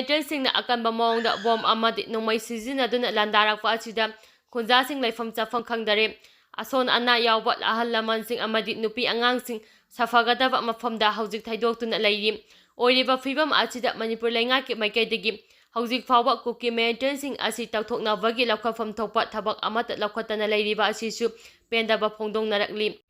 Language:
Manipuri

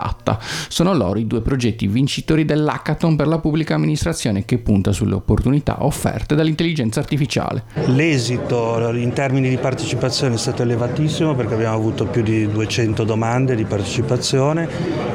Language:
Italian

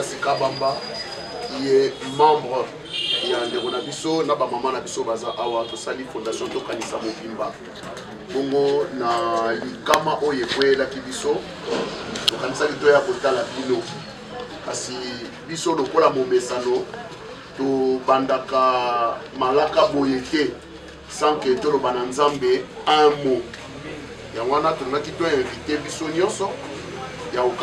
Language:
Lingala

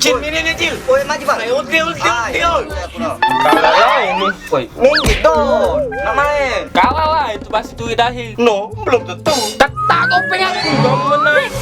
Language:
Musi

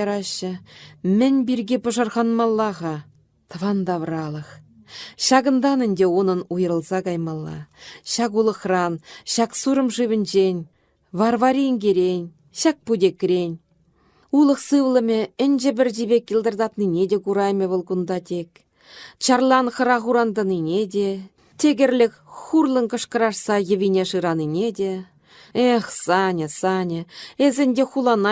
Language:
Chuvash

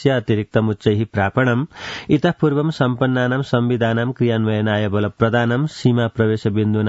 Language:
Sanskrit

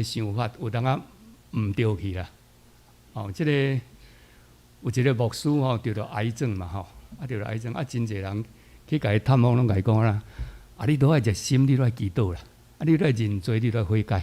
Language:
Min Nan Chinese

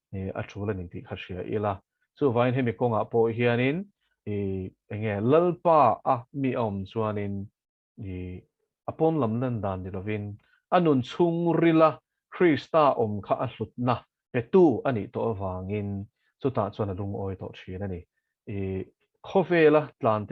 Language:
Mizo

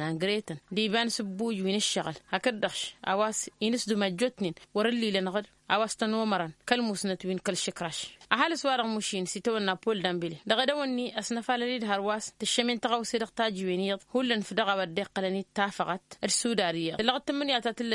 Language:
Tamasheq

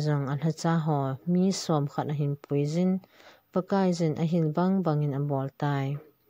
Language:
Thado Chin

